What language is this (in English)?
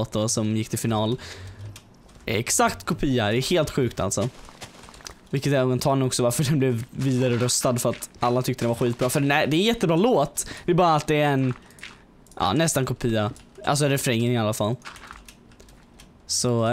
Swedish